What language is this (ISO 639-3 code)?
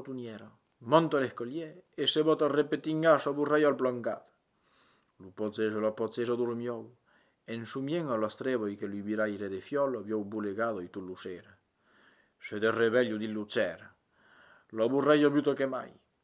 oci